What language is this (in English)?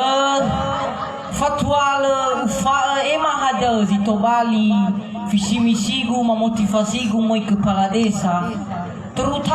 Nias